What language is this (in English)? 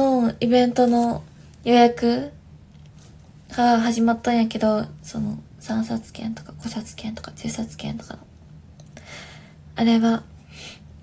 Japanese